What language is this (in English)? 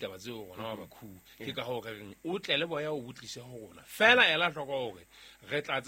Southern Sotho